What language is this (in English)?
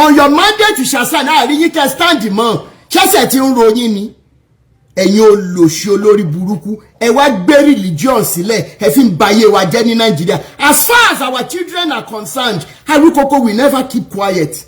Yoruba